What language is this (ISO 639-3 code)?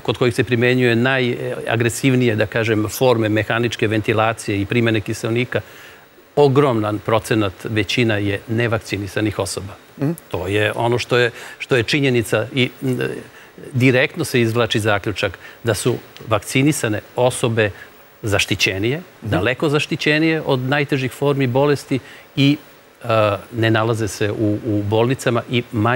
srp